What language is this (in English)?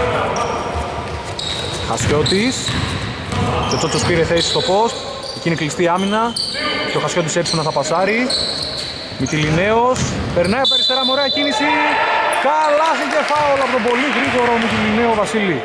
Greek